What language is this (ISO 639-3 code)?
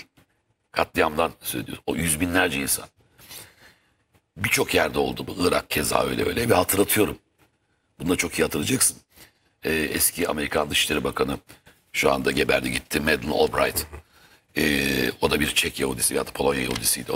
tur